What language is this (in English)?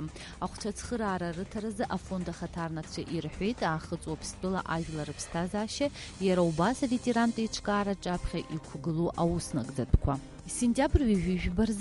Abkhazian